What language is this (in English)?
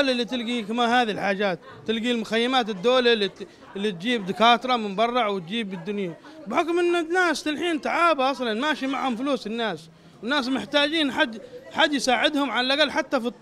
Arabic